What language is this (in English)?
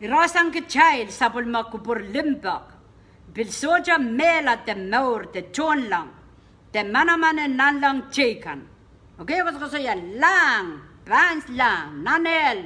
Pohnpeian